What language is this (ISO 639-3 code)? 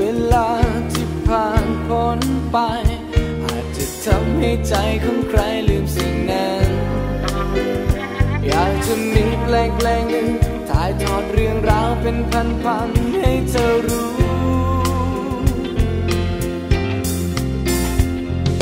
tha